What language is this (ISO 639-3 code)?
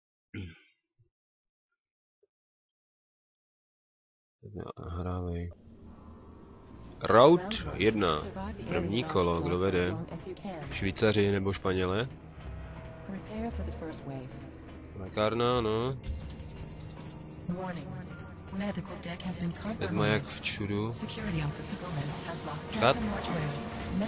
ces